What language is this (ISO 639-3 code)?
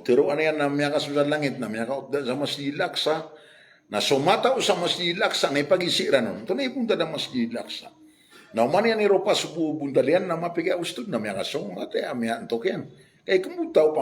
mrw